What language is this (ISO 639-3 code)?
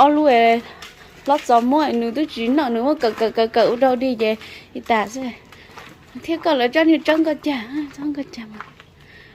hmn